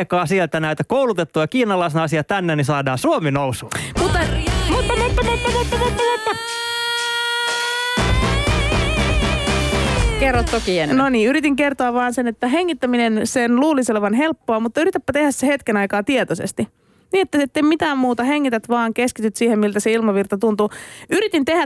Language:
Finnish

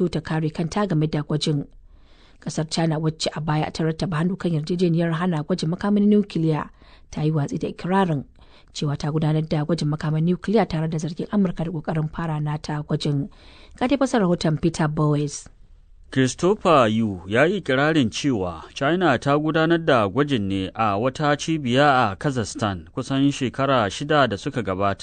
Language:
Hausa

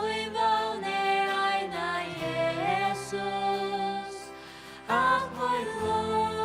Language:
Faroese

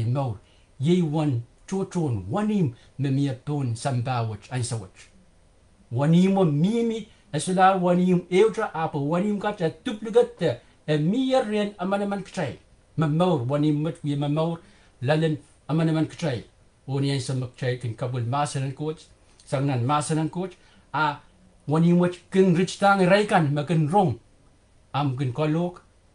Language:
Pohnpeian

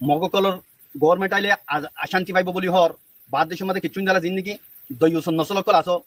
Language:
Rohingya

